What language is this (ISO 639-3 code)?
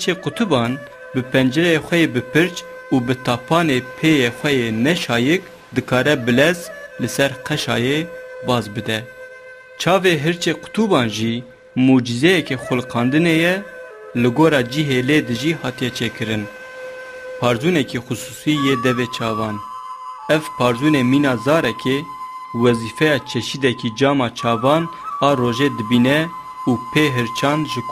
kur